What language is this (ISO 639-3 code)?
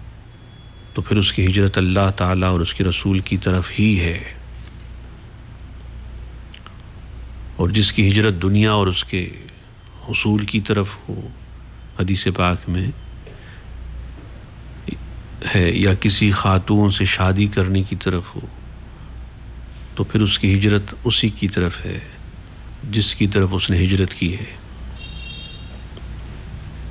urd